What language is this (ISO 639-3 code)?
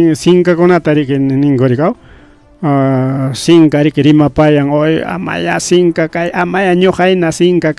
quy